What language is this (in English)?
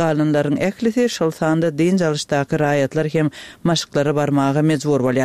Turkmen